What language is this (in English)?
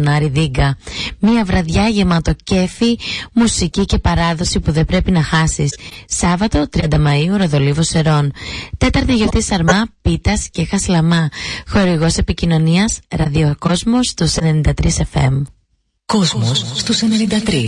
Greek